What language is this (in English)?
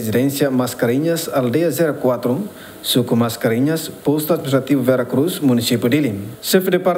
Tetum